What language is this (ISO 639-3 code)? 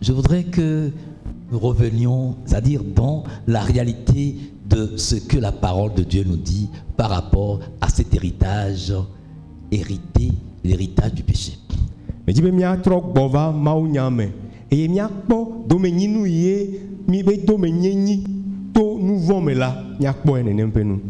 ewe